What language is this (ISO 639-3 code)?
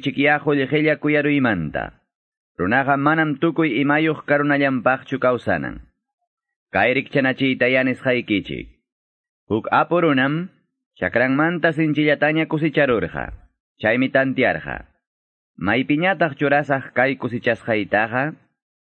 que